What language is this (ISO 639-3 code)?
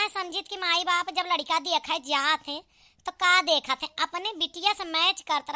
awa